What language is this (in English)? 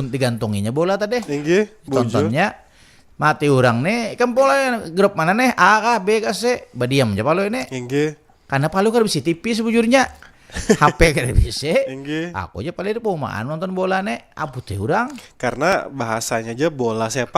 Banjar